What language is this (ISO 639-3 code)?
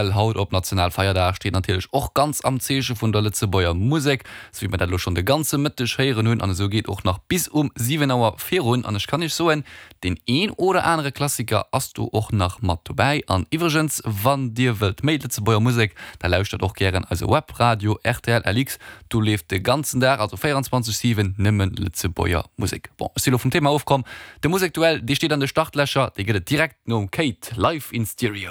ltz